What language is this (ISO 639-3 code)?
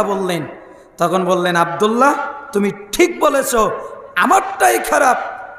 ben